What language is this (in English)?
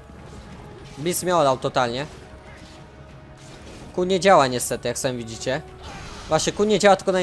Polish